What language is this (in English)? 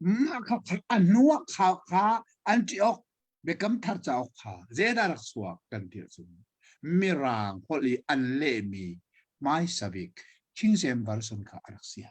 Hakha Chin